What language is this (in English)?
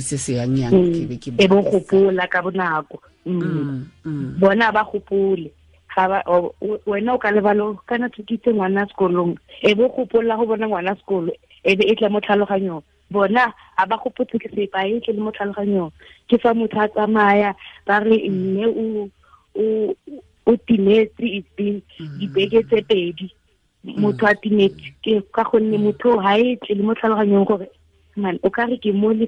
Tswana